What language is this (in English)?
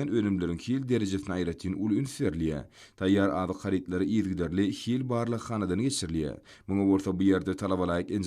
Turkmen